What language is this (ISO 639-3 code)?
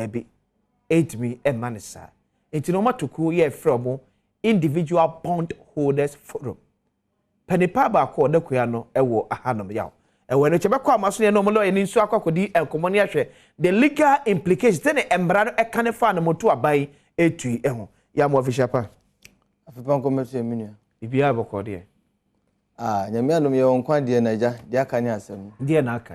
aka